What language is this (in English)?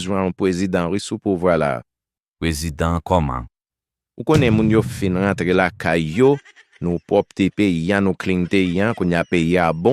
Haitian Creole